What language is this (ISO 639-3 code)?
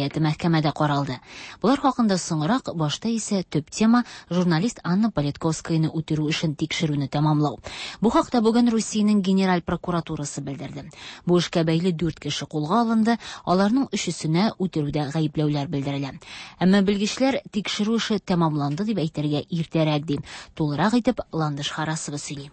tat